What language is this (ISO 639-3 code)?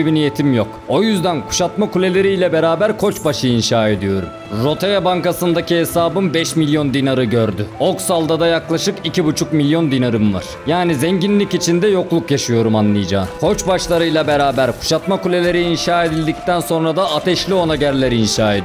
tur